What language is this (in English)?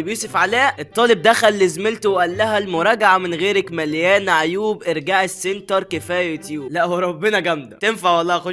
Egyptian Arabic